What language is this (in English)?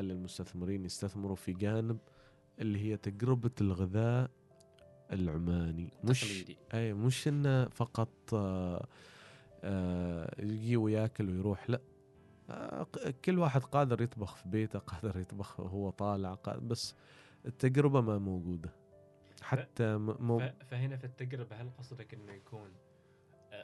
Gulf Arabic